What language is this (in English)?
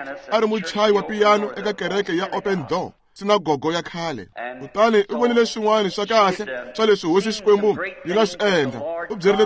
Tsonga